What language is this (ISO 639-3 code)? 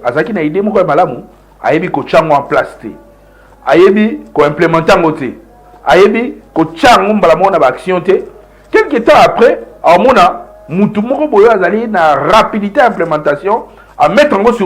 lin